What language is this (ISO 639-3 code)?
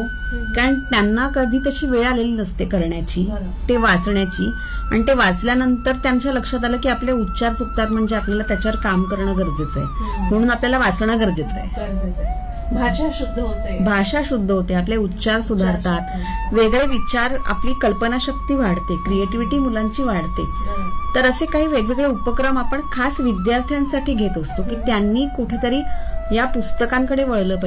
mar